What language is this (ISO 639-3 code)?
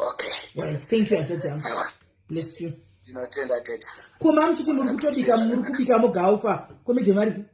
sna